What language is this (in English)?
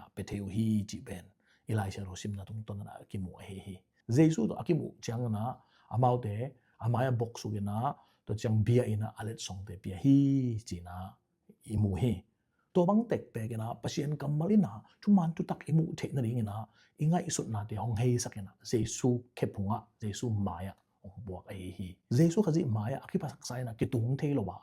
Tedim Chin